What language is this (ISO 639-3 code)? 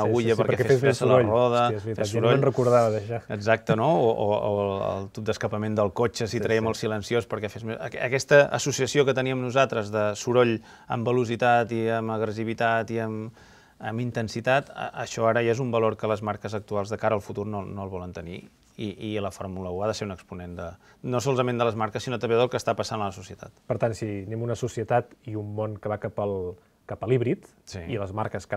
cat